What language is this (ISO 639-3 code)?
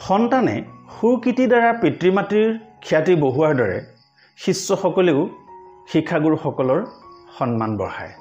asm